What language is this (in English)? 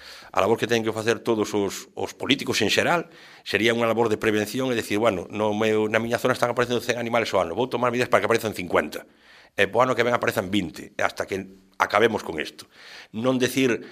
Galician